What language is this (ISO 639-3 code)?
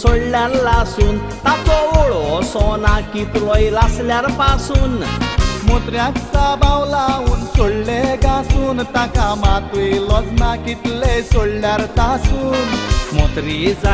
kok